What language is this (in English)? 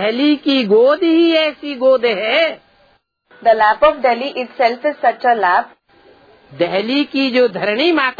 Hindi